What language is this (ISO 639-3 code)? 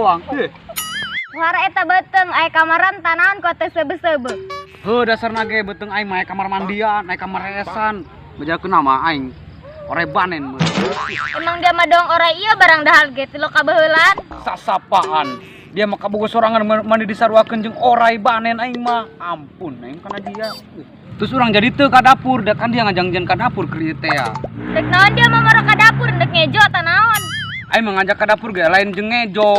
sun